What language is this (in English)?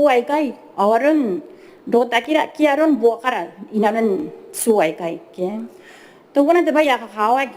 Gilbertese